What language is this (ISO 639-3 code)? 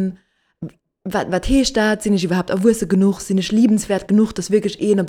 ltz